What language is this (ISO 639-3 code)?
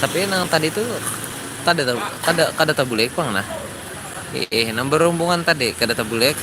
bjn